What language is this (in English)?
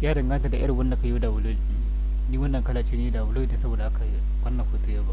Hausa